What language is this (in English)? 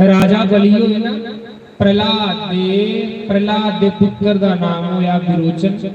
Dogri